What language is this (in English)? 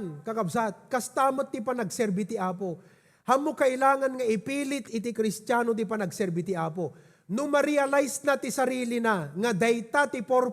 Iloko